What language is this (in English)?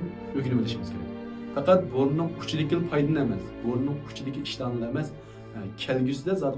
Uyghur